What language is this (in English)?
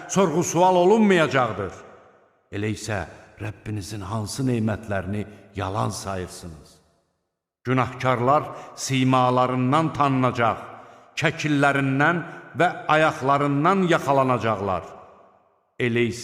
Azerbaijani